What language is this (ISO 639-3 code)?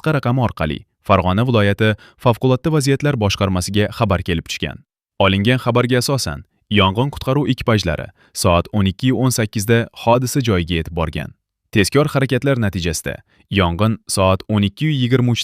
uzb